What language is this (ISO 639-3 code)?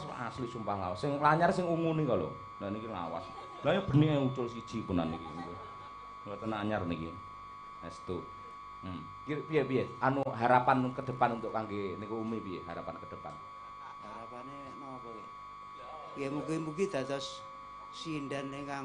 jav